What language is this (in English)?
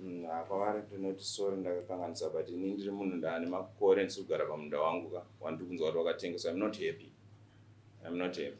Shona